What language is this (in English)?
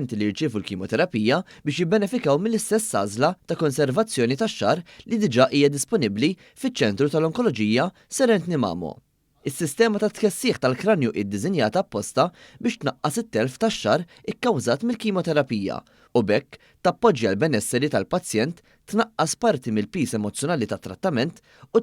Maltese